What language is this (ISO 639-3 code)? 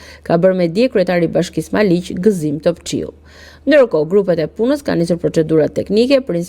sqi